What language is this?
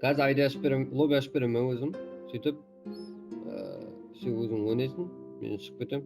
Kara-Kalpak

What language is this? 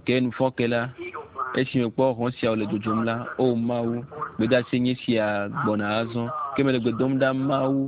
Ewe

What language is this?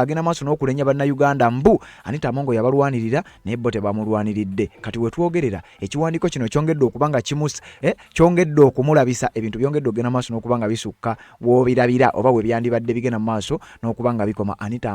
Ganda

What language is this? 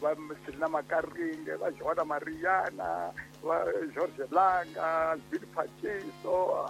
Tsonga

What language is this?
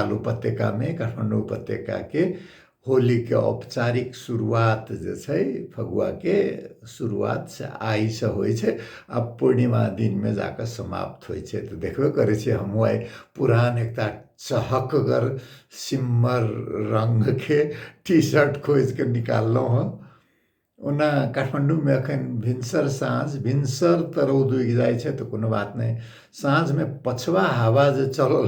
Maithili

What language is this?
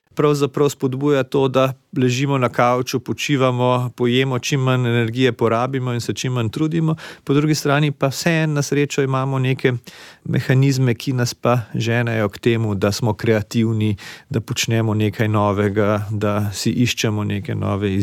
Slovenian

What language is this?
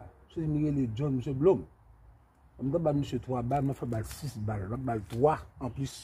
Haitian Creole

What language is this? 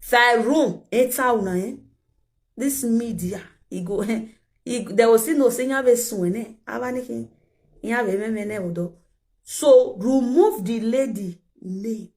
Nigerian Pidgin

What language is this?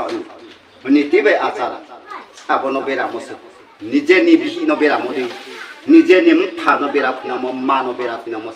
Riang (India)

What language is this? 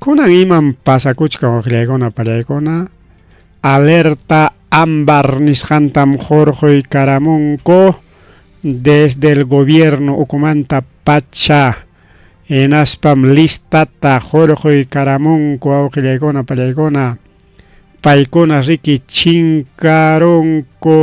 Ayacucho Quechua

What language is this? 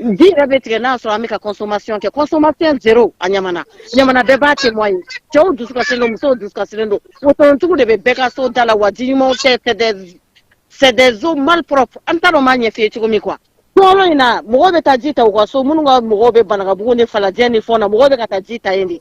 Bambara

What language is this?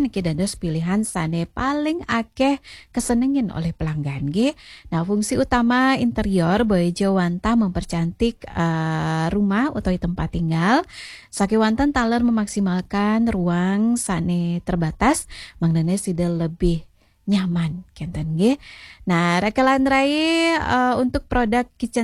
Balinese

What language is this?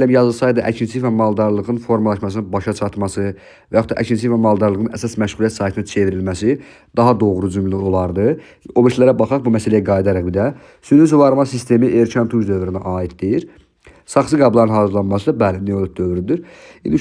Azerbaijani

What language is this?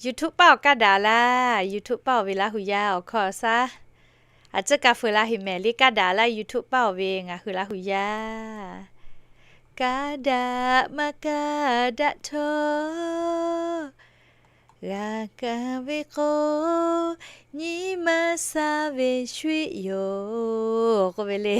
Lahu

